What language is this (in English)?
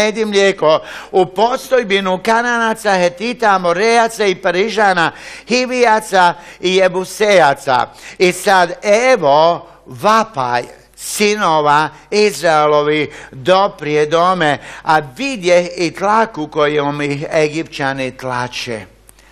Croatian